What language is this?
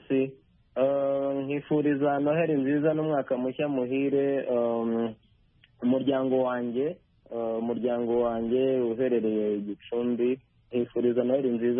Kinyarwanda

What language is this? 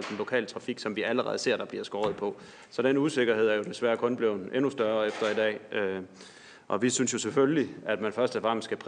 Danish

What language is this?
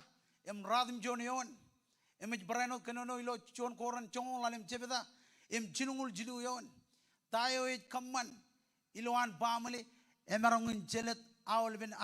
Marshallese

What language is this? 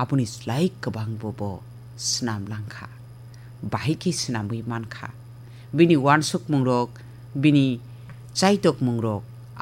Kok Borok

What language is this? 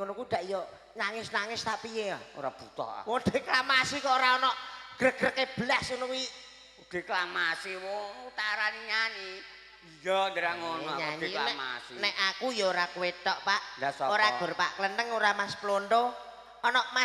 Javanese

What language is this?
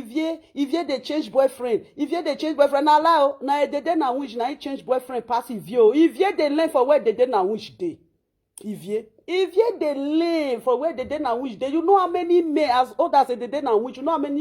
Nigerian Pidgin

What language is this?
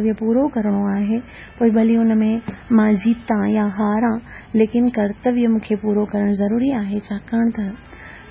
Sindhi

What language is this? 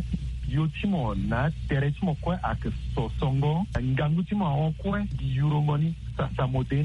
Sango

